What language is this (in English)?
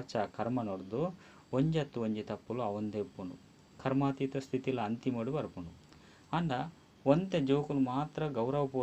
Tulu